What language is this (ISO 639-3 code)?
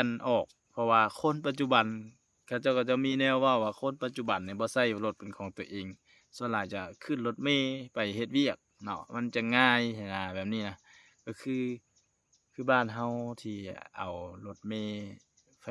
lao